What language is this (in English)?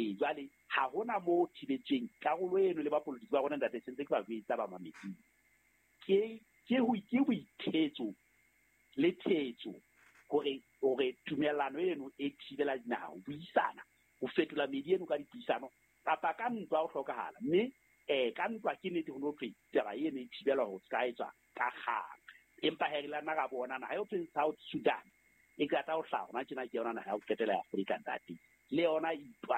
Southern Sotho